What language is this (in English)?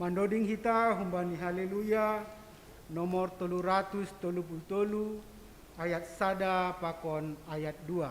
Batak Simalungun